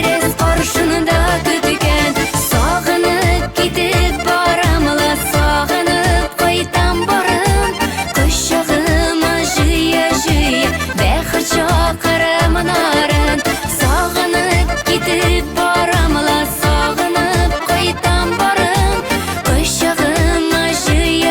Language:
Bashkir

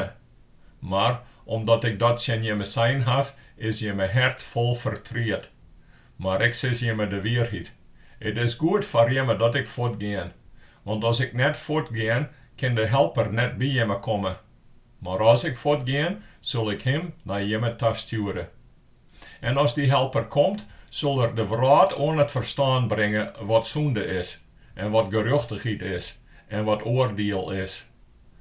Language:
Western Frisian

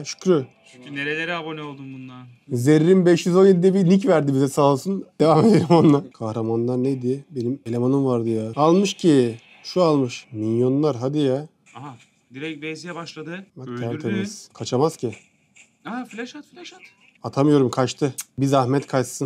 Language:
Turkish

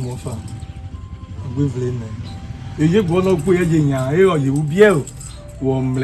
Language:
Urhobo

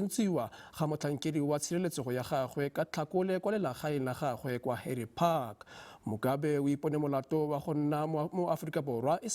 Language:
Tswana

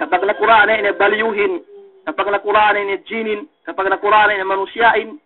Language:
Yakan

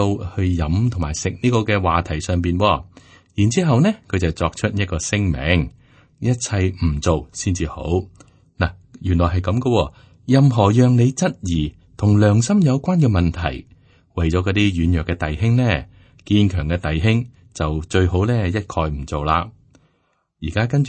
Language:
Cantonese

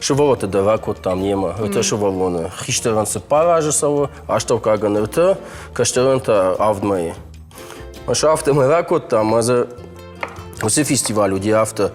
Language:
Ossetic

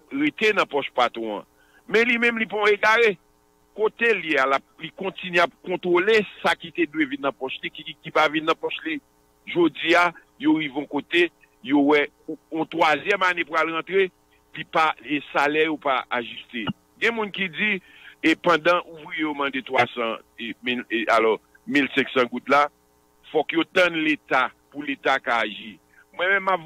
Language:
Haitian Creole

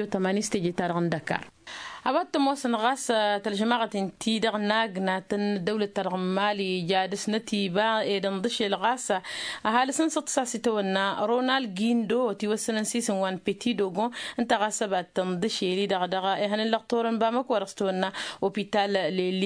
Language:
Tamasheq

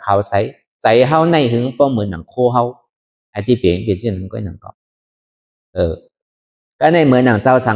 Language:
Shan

